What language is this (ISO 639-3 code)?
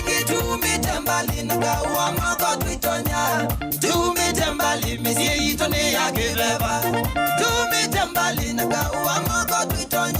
kam